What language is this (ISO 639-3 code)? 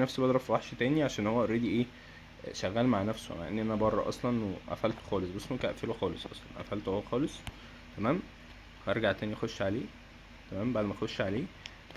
arz